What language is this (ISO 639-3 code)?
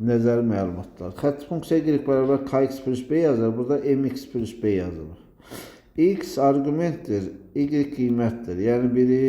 aze